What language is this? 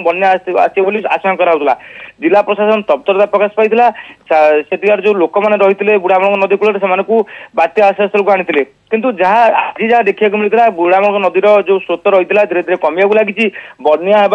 Odia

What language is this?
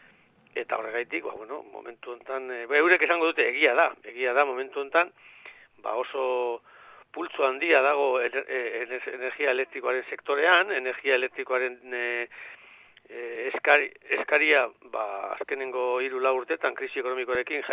Basque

